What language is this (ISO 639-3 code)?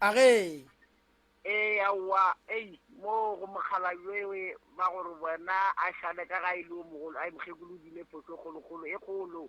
nso